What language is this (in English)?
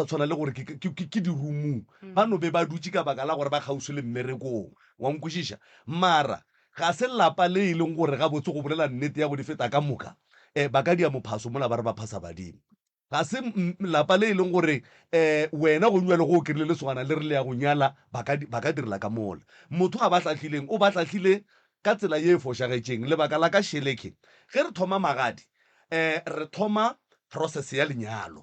Northern Sotho